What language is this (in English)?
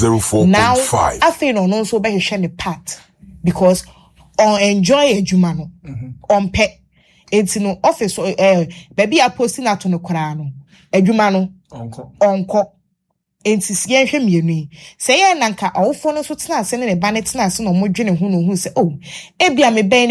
Akan